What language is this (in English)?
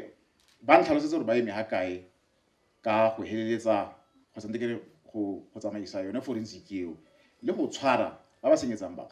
Tswana